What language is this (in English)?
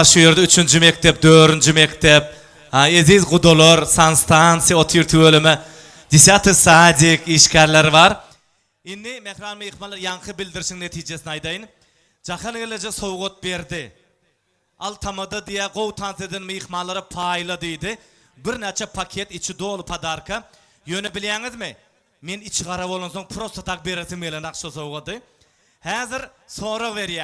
Turkmen